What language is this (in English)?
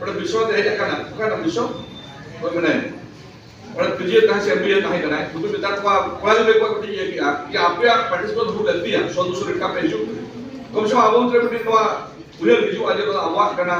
Santali